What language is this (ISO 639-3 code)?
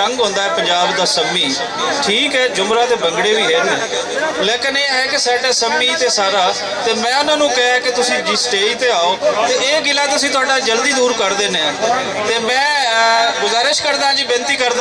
lah